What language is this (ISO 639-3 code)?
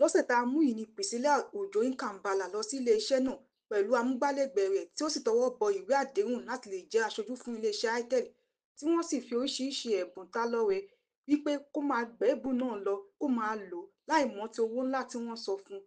yor